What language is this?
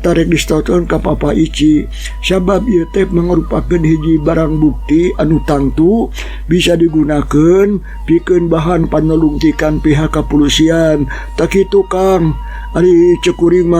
Sundanese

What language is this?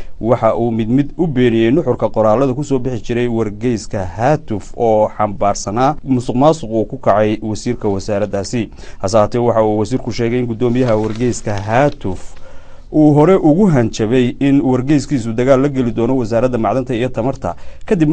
Somali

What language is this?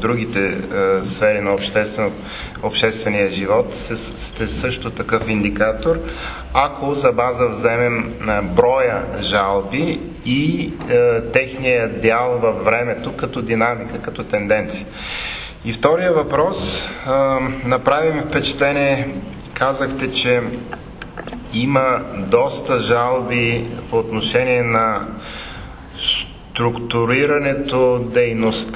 Bulgarian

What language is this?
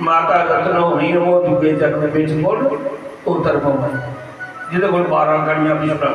Dogri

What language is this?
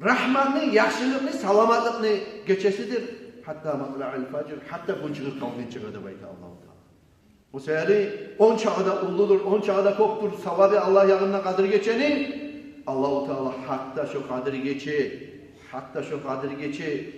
Kumyk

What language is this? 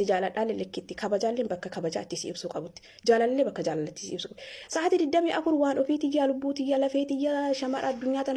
Oromo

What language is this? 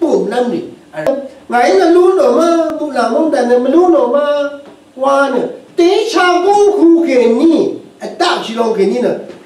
Rawang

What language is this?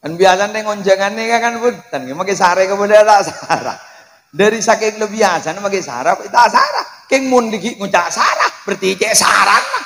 Madurese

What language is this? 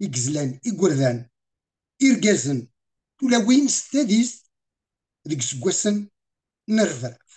Kabyle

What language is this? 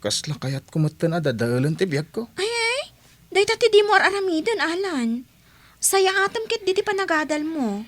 Iloko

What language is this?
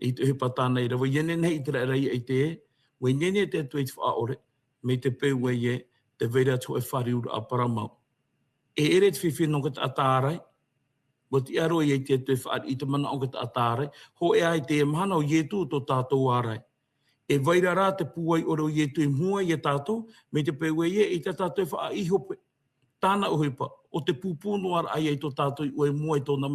Tahitian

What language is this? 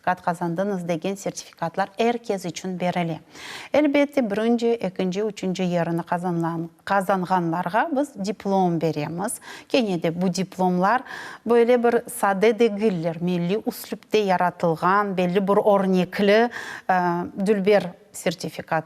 Crimean Tatar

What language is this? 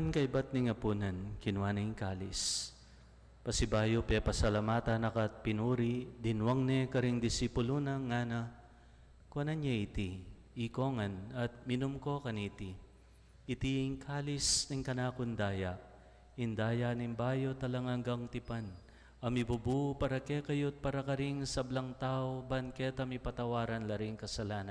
Pampanga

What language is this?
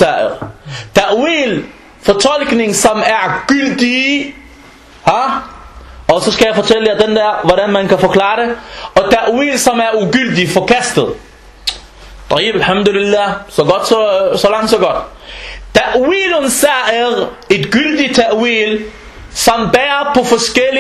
Danish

